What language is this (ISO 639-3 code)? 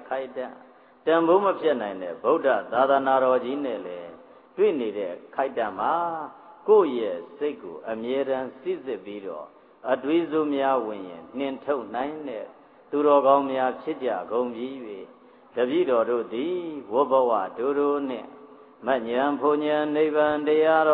mya